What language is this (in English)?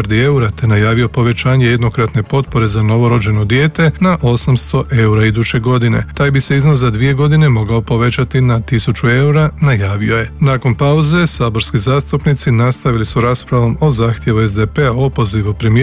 Croatian